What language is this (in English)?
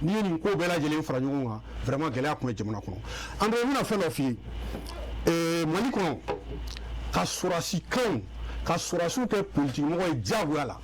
Bambara